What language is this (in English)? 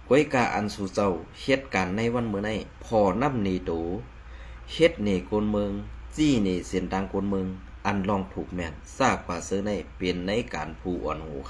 Shan